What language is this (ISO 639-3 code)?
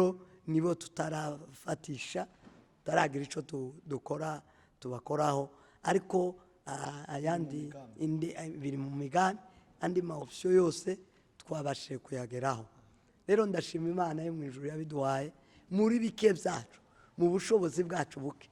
run